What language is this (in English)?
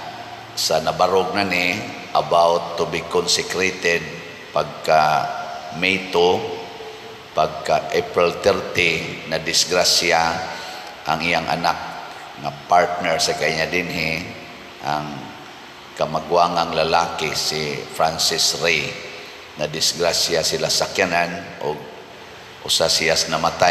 Cebuano